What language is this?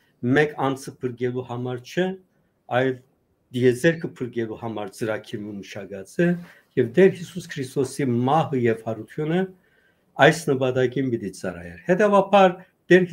Western Armenian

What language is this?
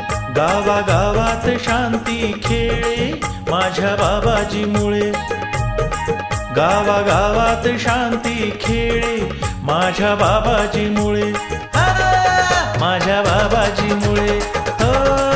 Marathi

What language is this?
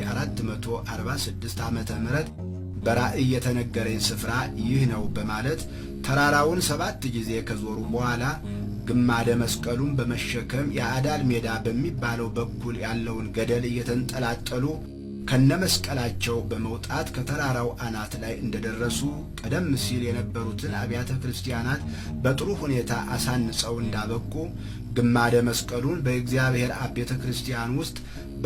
Amharic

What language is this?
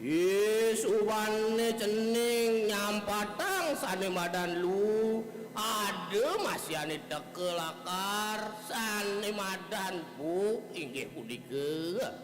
Balinese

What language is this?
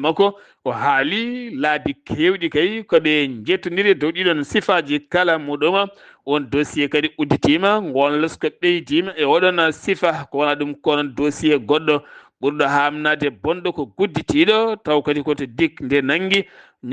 Fula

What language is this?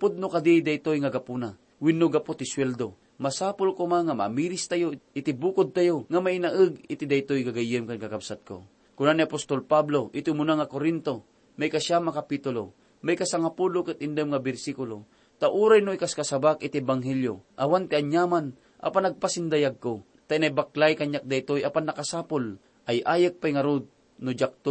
Iloko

